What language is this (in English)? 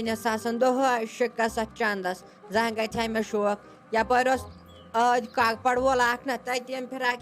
Kashmiri